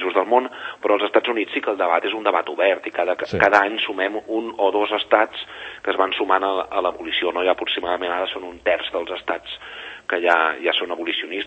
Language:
Catalan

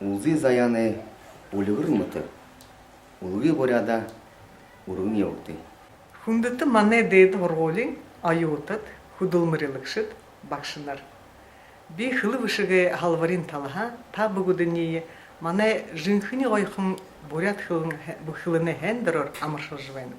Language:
Buriat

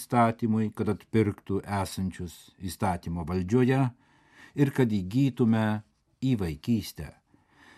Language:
Lithuanian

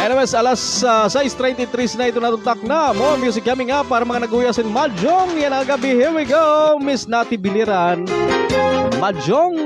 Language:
Waray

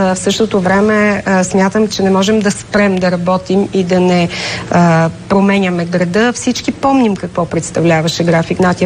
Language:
Bulgarian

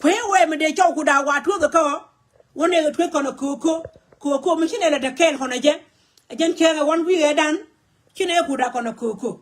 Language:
Nuer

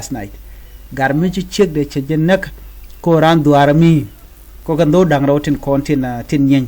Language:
Nuer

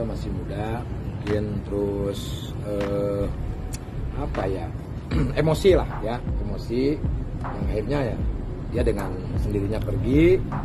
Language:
Indonesian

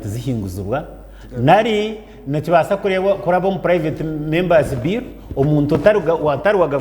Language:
Nyankole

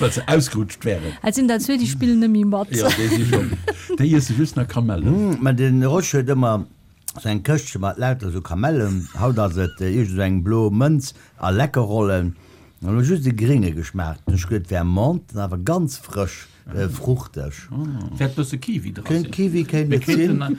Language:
Luxembourgish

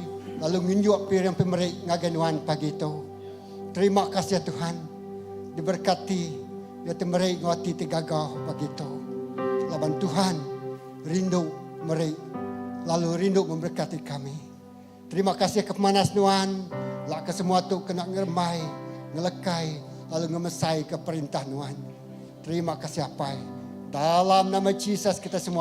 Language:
Iban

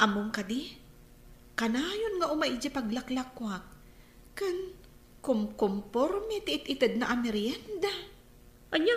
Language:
Iloko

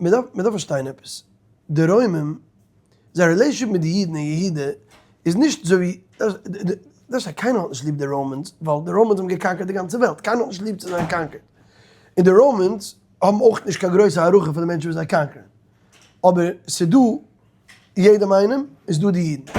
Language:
Yiddish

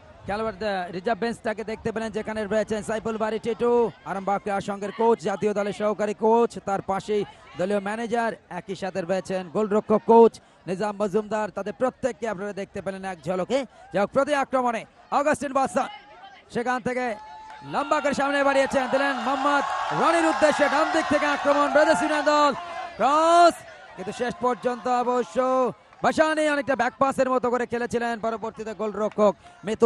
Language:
Bangla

